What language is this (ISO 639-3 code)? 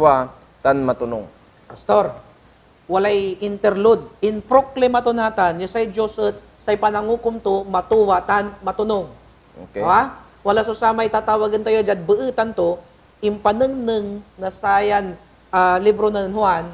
pag